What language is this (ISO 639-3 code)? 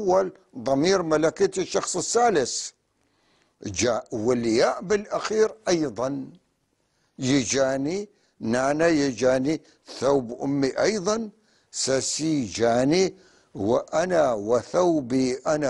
apc